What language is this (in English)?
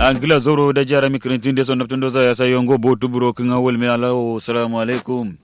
Kanuri